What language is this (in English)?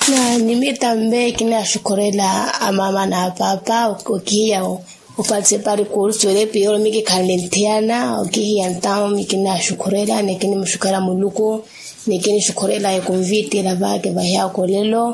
Makhuwa